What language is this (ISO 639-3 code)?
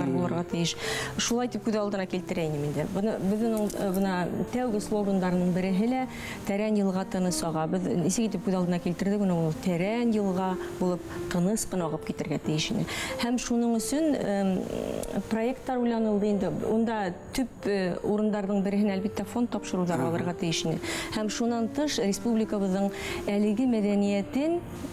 bak